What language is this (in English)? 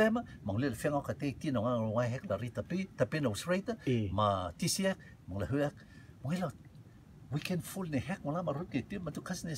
Rotuman